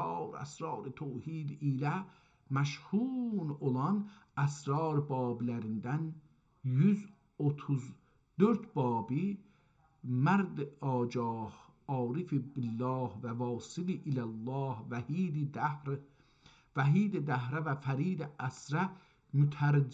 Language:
South Azerbaijani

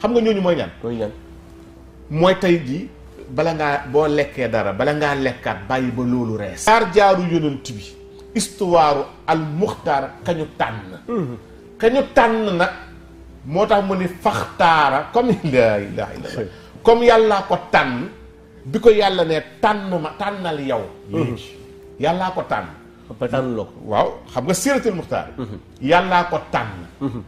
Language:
Wolof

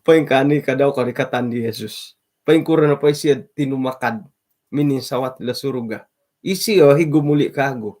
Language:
Central Dusun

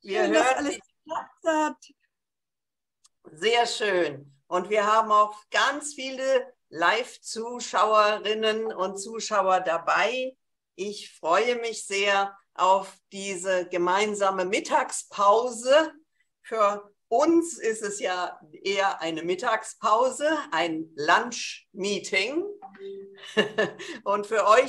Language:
German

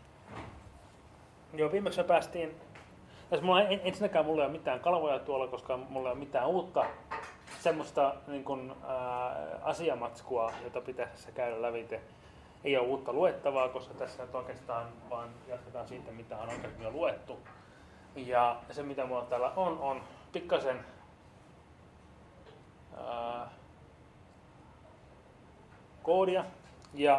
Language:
Finnish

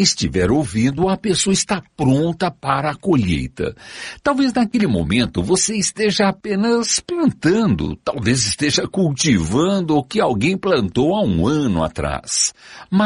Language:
Portuguese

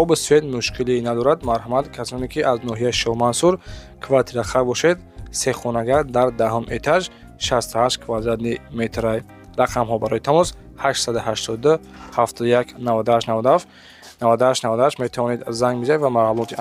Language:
Tajik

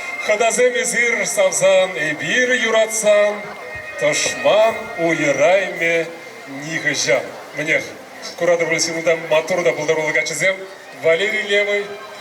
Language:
Chuvash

